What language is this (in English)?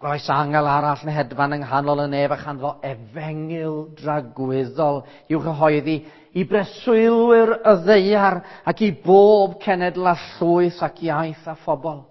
Welsh